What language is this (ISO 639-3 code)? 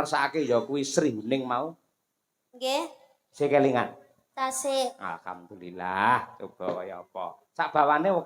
jav